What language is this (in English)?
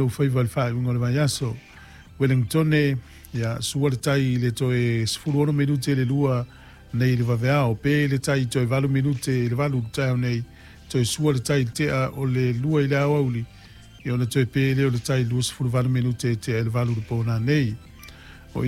Samoan